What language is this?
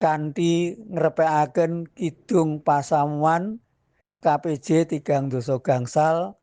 Javanese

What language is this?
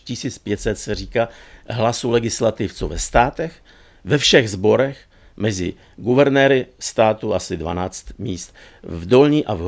Czech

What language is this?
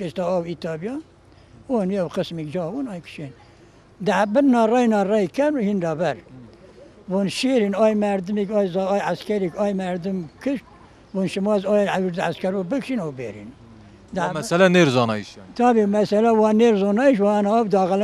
Zaza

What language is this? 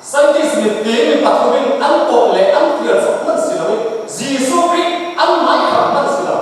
Falam Chin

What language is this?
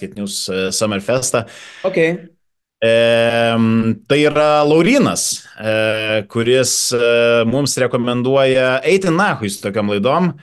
Lithuanian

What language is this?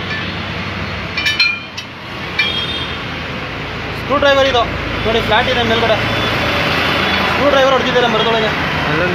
Kannada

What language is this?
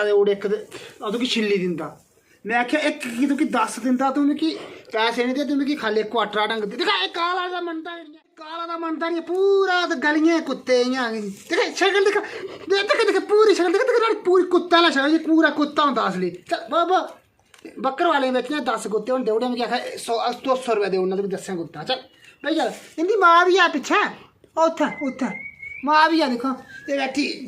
Dogri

